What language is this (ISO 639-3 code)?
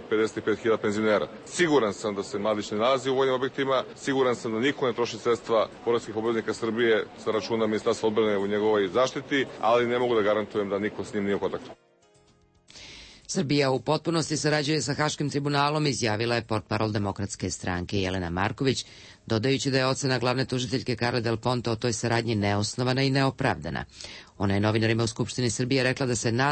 srp